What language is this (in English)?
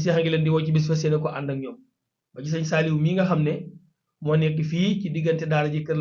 Wolof